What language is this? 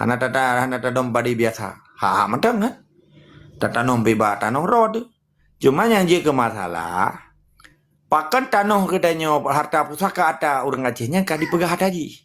Achinese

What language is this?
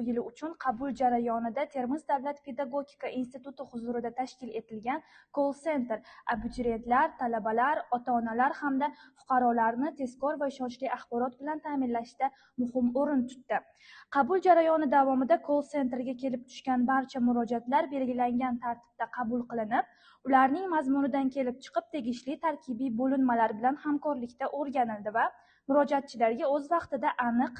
Uzbek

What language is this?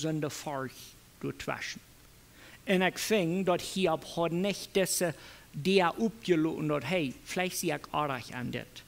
Plautdietsch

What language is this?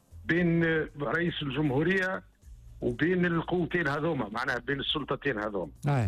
Tunisian Arabic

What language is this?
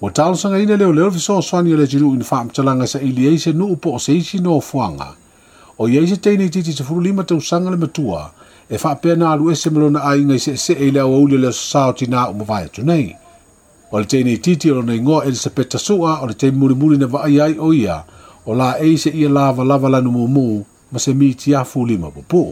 Samoan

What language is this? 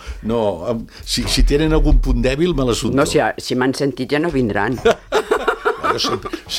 Catalan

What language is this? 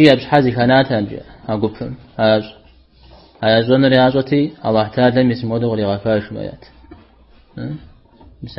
Kabardian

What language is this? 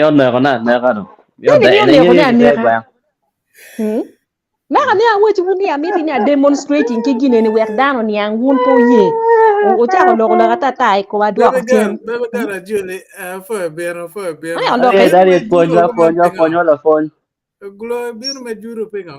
Acoli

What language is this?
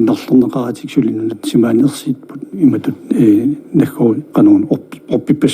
Kalaallisut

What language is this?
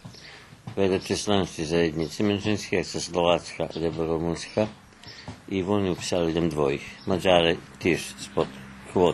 Rusyn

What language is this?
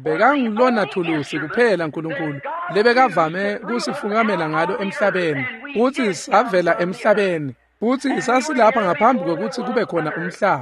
Swati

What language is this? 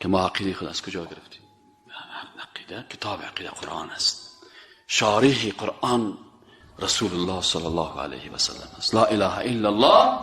Persian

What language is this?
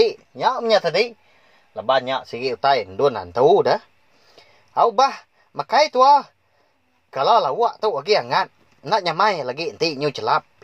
Iban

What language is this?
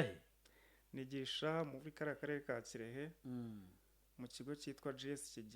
Kinyarwanda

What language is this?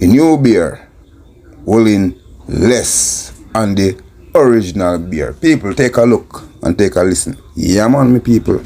Jamaican Creole English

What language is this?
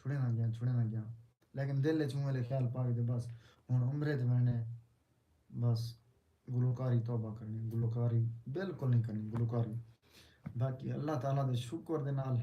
Saraiki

